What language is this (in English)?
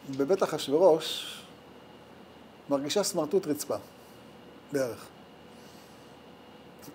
Hebrew